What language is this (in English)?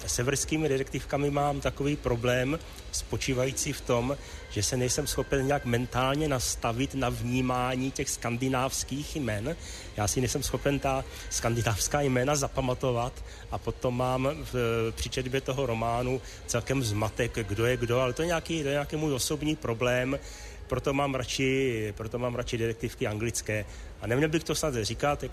Czech